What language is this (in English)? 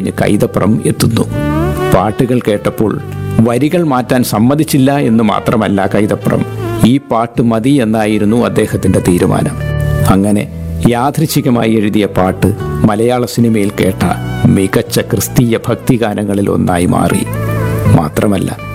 Malayalam